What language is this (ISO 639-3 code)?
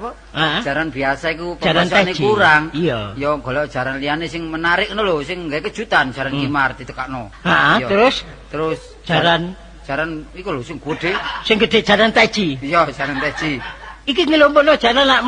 jav